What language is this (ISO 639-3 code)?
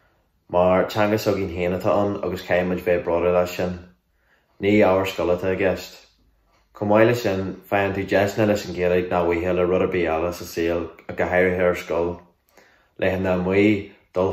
gle